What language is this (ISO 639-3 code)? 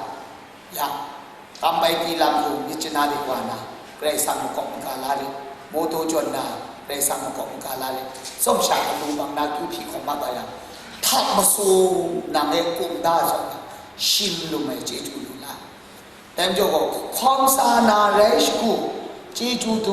kac